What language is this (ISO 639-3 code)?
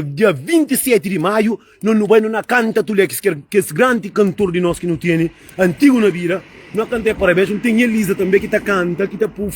kea